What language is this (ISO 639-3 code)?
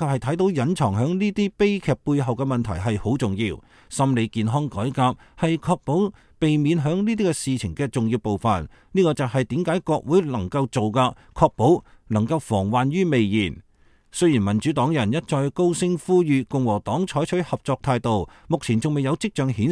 yue